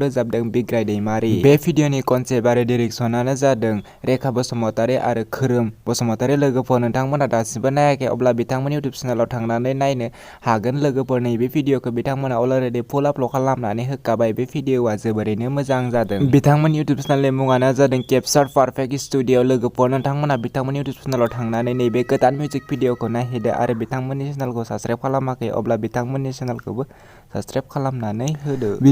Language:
Bodo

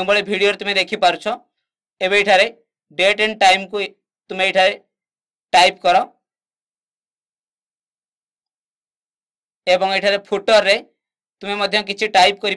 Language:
Odia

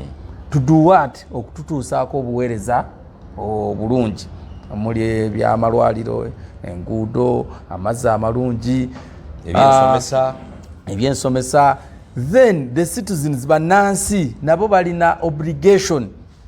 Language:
Ganda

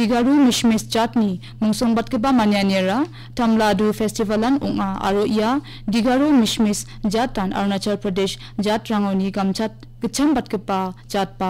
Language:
Garo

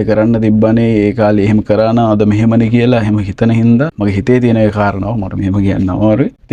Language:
Sinhala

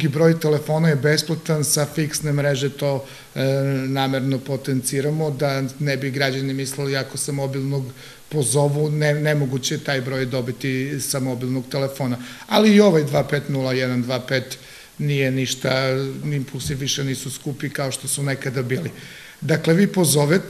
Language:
Serbian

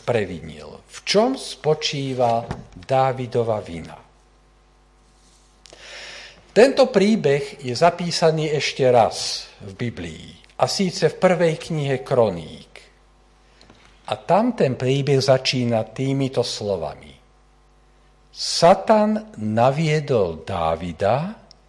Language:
Slovak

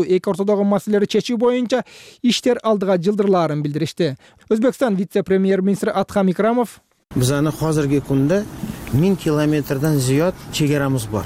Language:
Kyrgyz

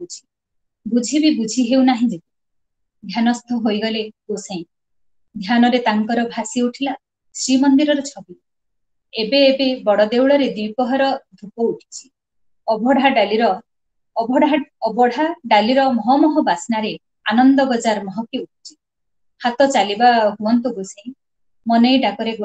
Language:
Odia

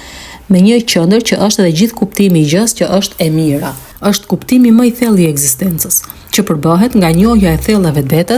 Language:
Albanian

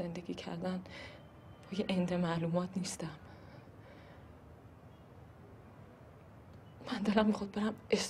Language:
Persian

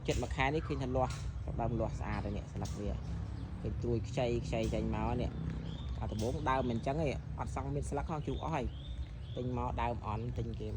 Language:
Khmer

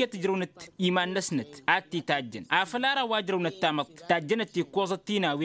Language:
Tamasheq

